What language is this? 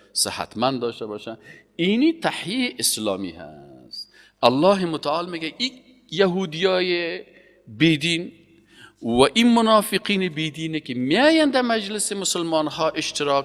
Persian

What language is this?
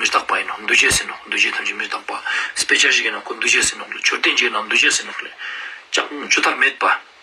Ladakhi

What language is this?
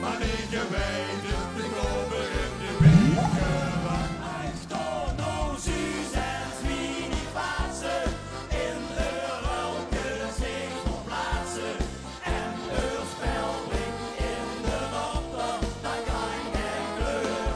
Limburgish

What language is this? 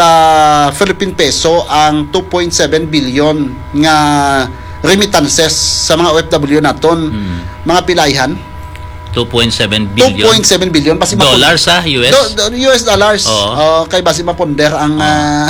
Hiligaynon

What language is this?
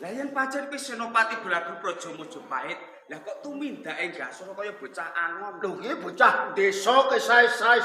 Javanese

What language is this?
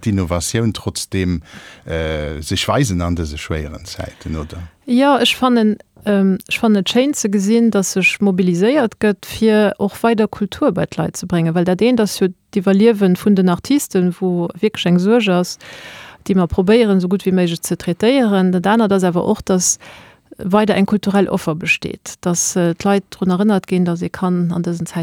Luxembourgish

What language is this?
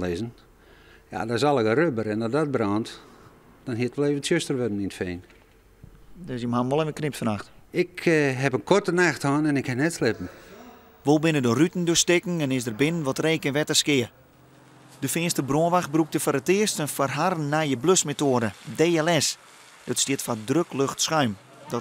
Western Frisian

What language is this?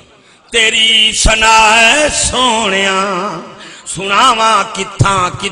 Saraiki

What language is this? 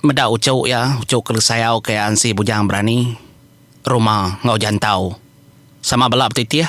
Iban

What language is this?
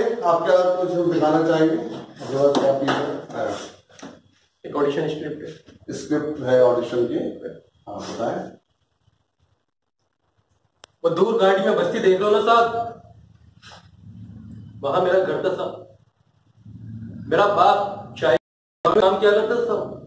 Hindi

